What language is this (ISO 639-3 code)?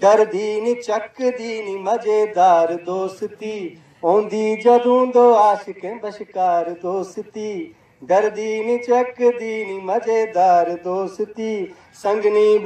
doi